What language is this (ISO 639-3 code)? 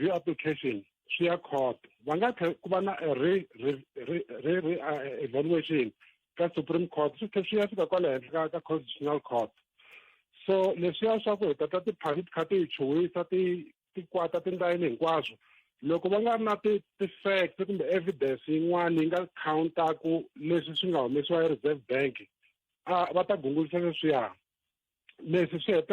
tso